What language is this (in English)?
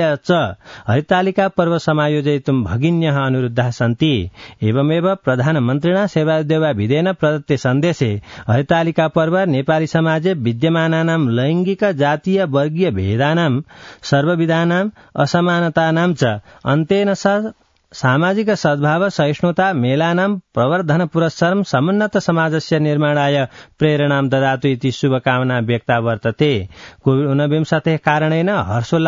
Sanskrit